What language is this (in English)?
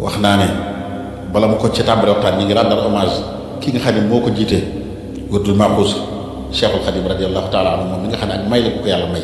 Wolof